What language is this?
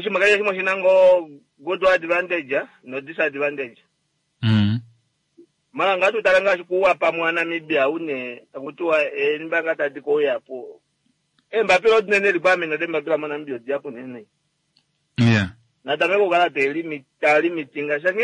Kuanyama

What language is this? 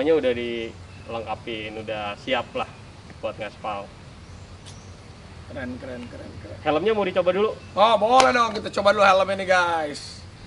Indonesian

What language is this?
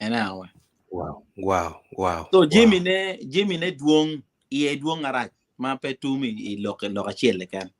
Acoli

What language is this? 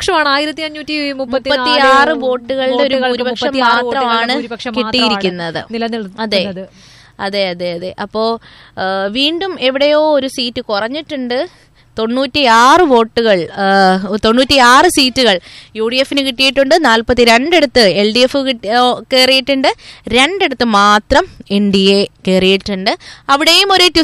Malayalam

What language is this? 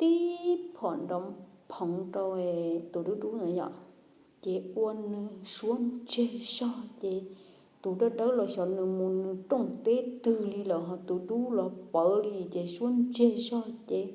Hmong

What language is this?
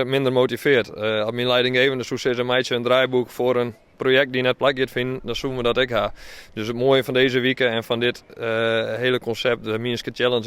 Western Frisian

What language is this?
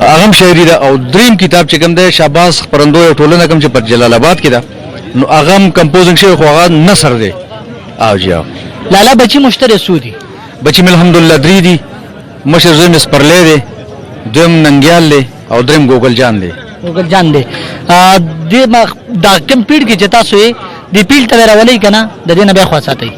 Pashto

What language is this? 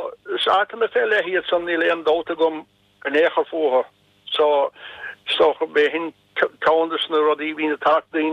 Irish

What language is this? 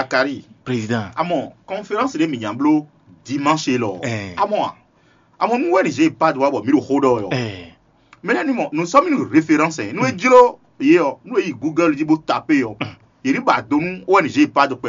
Fon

